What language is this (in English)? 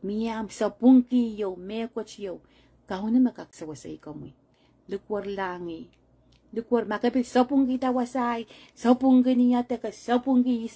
Pohnpeian